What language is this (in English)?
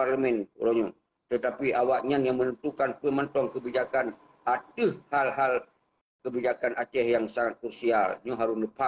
Achinese